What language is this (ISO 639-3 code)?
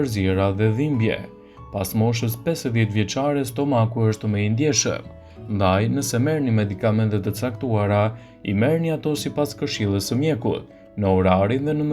sqi